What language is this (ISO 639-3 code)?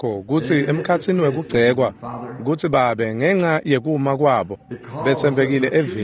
ssw